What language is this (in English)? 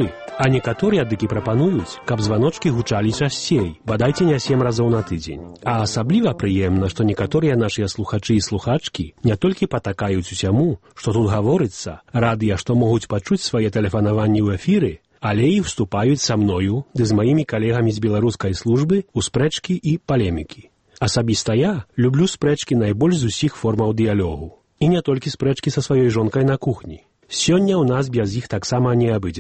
Belarusian